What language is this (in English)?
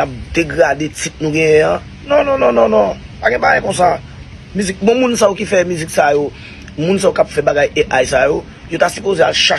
Haitian Creole